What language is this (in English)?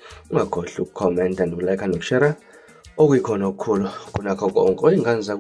Zulu